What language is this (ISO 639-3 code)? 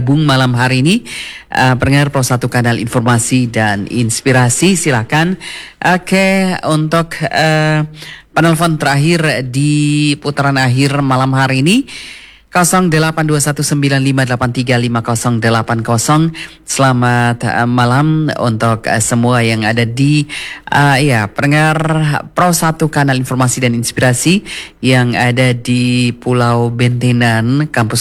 ind